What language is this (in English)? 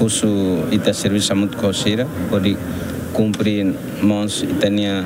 Tetum